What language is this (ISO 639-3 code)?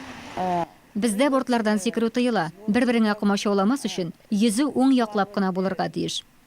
tat